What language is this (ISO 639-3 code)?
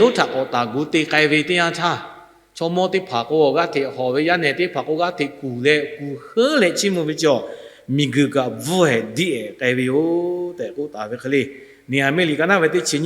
lhu